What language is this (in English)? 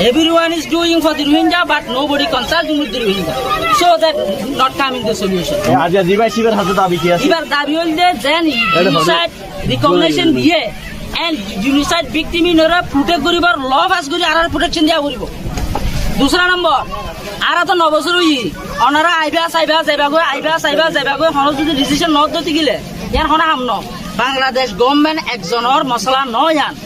Rohingya